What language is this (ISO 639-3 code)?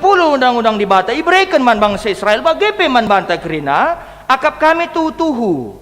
btx